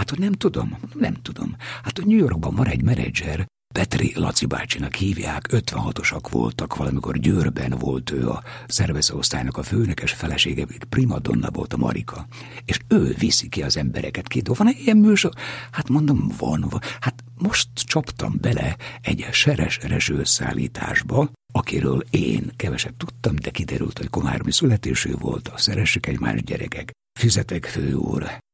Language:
Hungarian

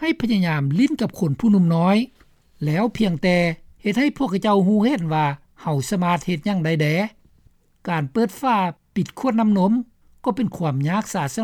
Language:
Lao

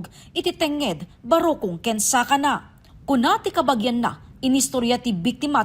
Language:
Iloko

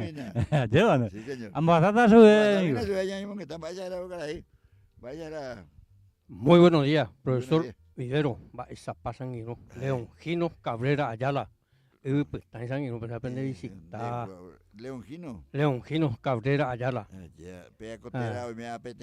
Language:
Guarani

